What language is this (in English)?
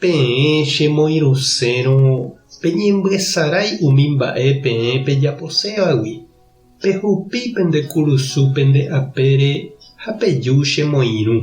Guarani